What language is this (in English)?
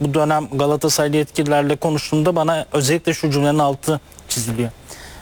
Turkish